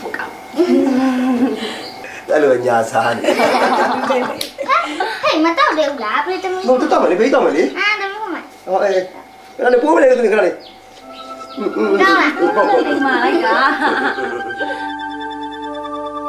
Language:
Burmese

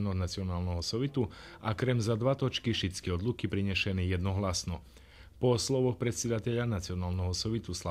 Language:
Rusyn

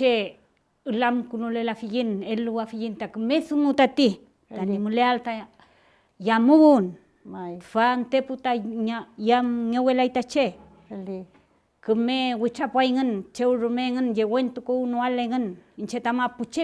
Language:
Mapuche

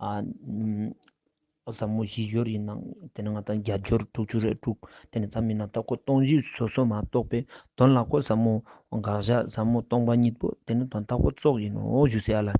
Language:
Ladakhi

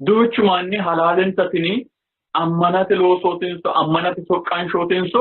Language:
Sidamo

